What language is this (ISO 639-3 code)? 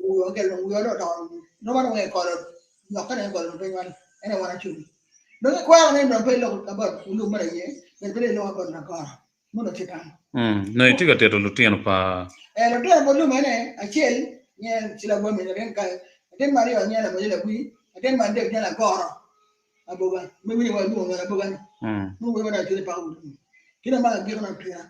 ach